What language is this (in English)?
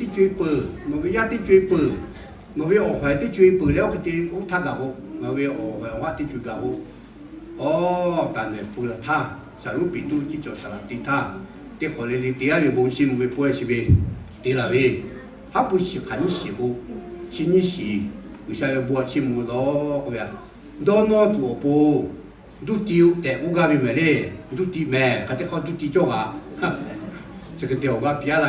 Lahu